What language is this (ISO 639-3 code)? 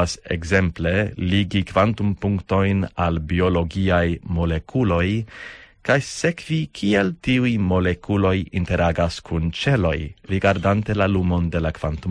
epo